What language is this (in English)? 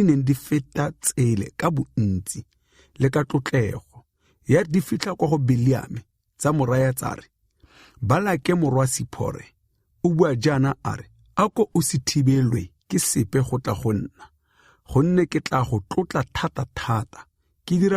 Tswana